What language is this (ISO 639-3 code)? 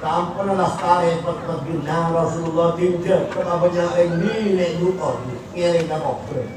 mad